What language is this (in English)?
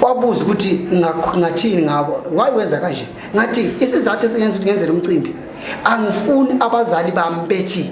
Zulu